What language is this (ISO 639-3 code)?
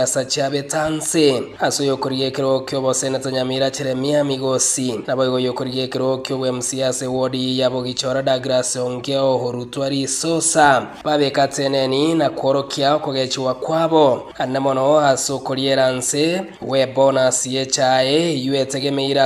guz